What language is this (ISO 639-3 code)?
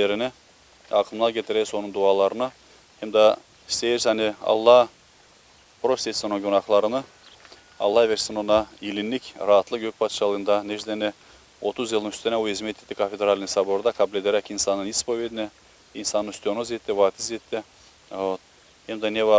gag